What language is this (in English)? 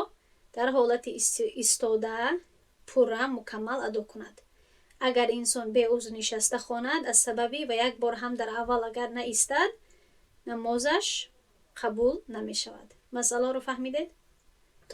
Tajik